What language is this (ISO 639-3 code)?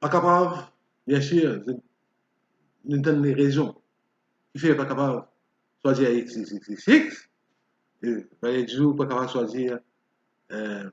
mfe